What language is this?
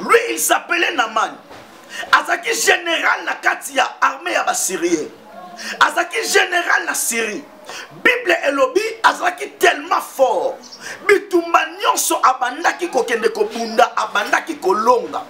Lingala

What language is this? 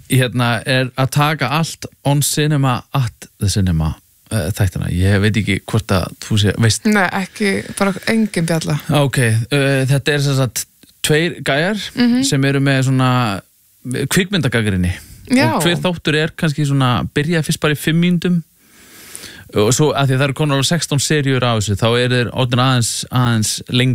Icelandic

